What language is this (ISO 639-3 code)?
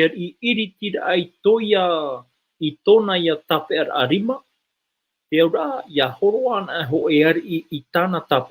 tah